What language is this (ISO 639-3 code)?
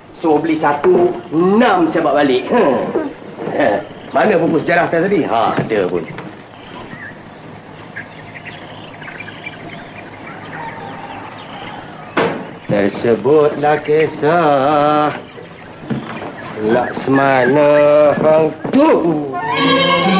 msa